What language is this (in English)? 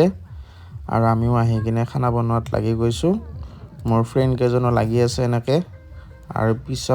Assamese